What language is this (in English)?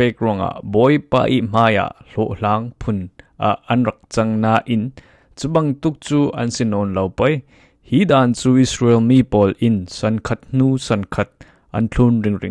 Falam Chin